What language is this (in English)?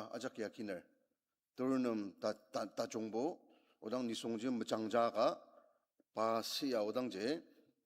Ao Naga